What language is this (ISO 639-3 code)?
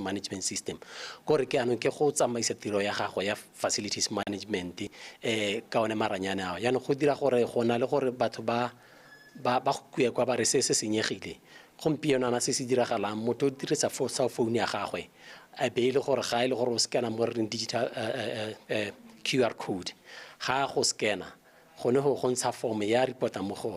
tsn